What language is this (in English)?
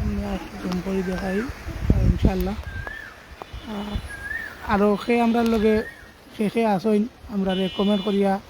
Sylheti